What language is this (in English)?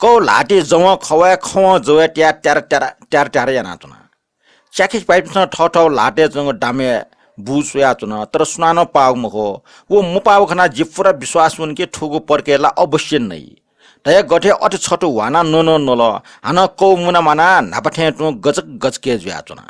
Newari